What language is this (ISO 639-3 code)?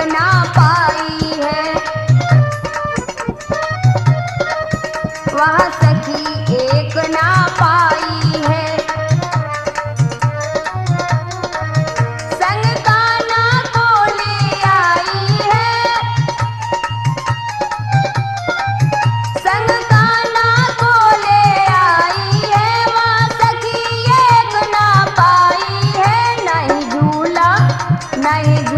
hin